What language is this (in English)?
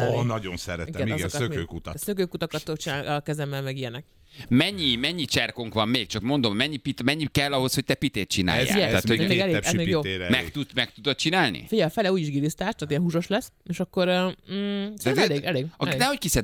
Hungarian